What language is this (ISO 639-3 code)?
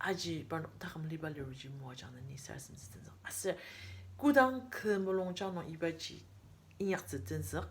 njo